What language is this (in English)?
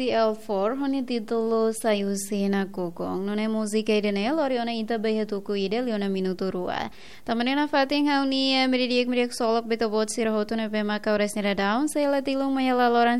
Tetum